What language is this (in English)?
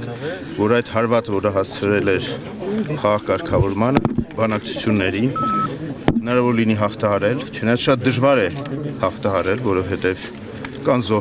Armenian